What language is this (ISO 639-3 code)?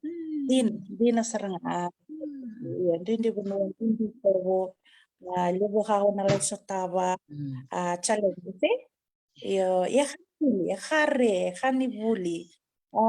fij